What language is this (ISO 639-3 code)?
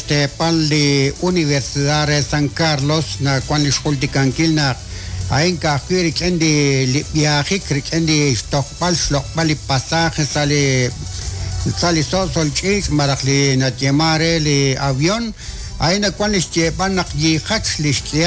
kek